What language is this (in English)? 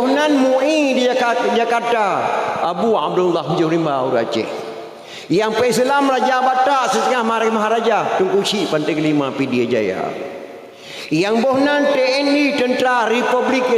Achinese